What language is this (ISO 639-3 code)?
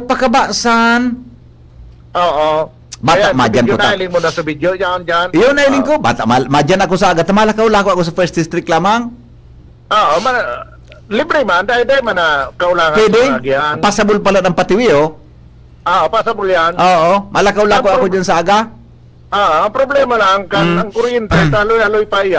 bik